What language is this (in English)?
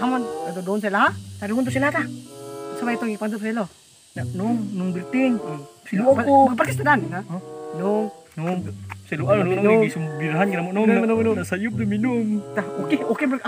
Cebuano